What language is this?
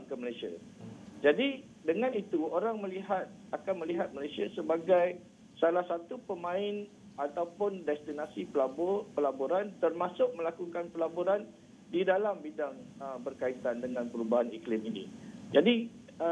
Malay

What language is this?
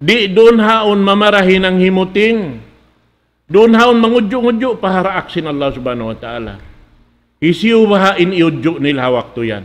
Tausug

